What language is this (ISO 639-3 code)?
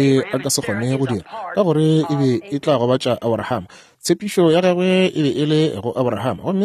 nso